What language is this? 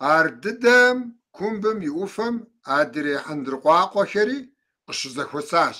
Kabardian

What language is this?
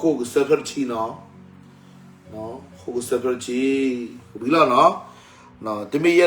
S'gaw Karen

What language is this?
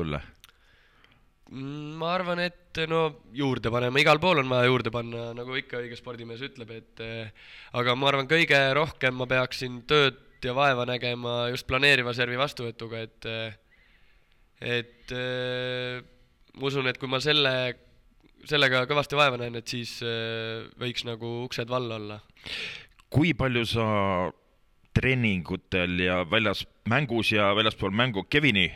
Estonian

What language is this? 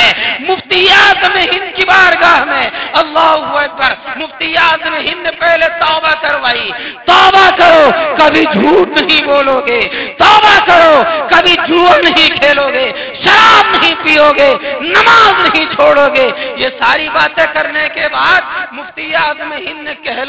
Urdu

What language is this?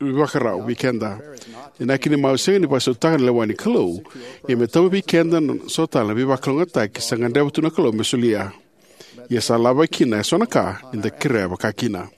Fijian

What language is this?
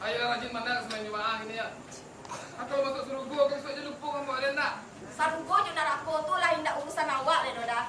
Minangkabau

